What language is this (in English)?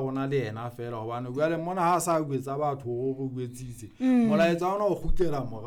Southern Sotho